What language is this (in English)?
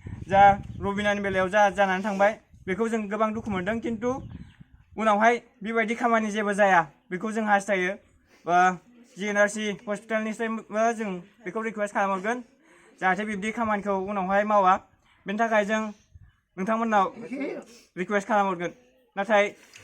Bodo